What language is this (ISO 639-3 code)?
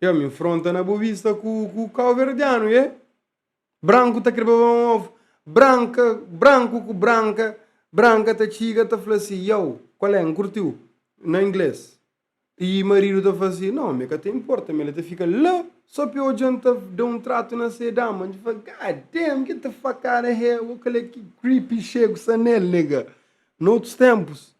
kea